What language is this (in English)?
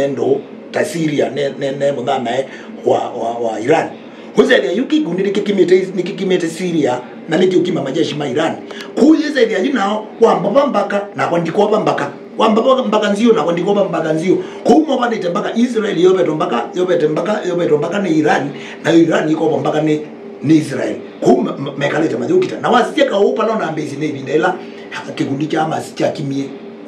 Kamba